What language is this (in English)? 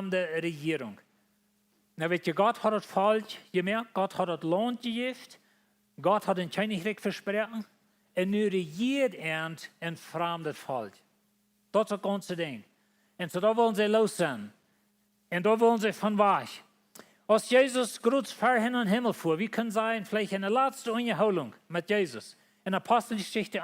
Plautdietsch